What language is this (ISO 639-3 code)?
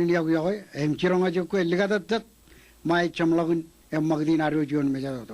mah